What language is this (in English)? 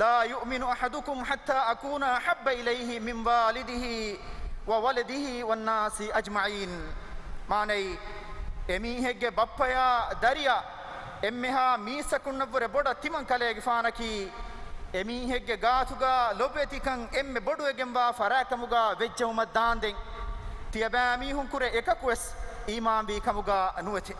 Divehi